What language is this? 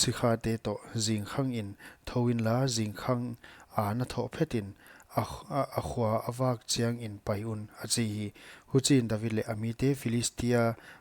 Paite Chin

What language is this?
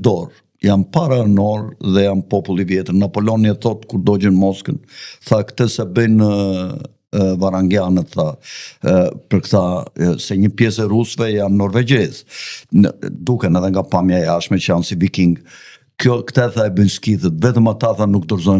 Albanian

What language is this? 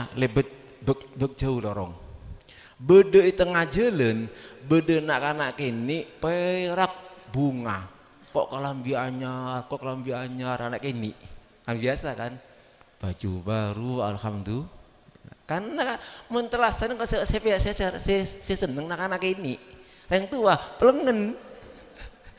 Madurese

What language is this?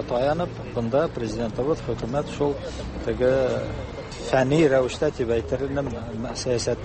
Tatar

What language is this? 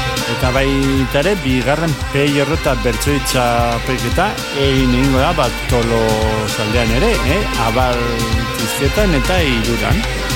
Basque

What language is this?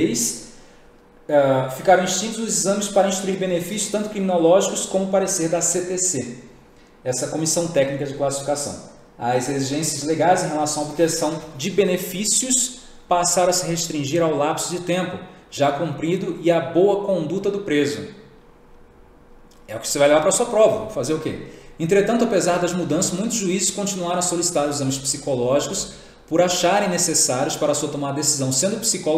Portuguese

